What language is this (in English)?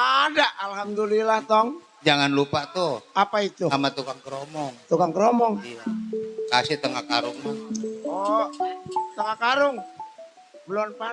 Betawi